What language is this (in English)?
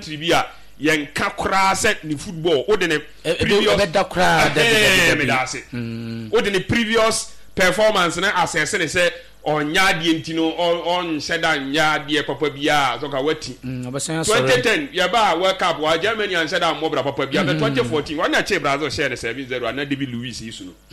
Akan